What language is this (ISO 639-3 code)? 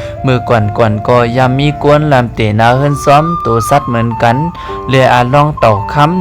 shn